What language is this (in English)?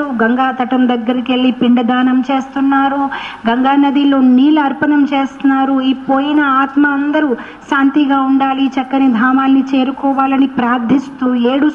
Telugu